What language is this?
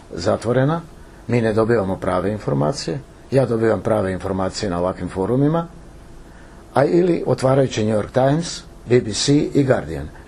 Croatian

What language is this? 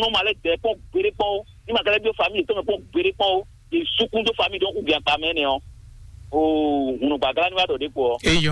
Fon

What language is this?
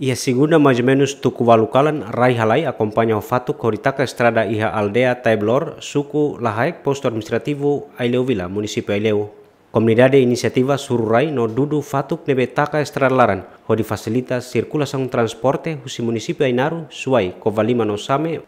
Tetum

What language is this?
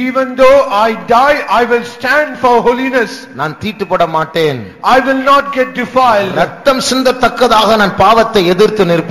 Tamil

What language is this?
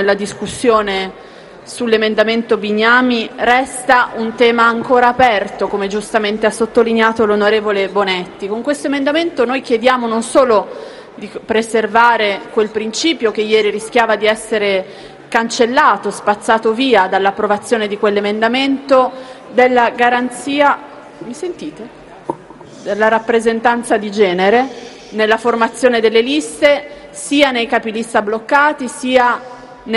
Italian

